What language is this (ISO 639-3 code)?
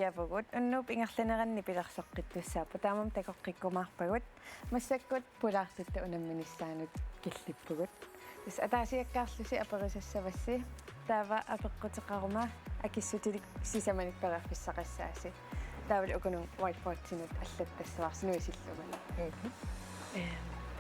kal